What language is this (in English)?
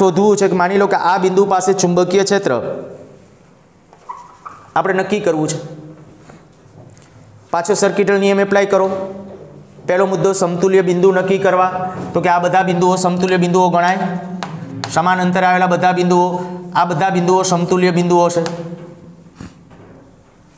Gujarati